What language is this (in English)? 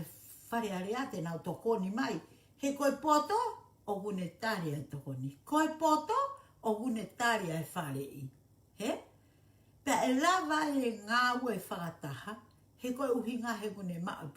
Tongan